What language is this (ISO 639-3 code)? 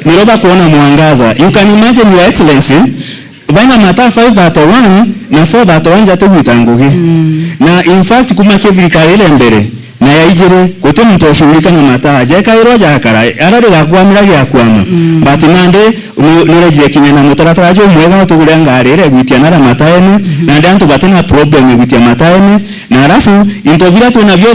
mer